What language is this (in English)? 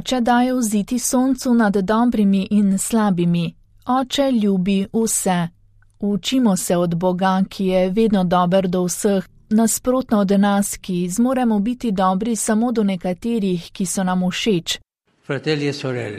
Slovenian